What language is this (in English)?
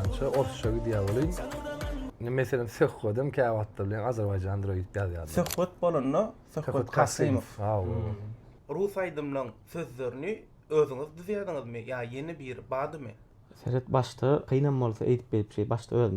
Turkmen